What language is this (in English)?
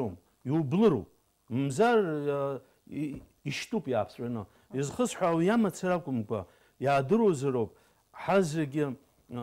Abkhazian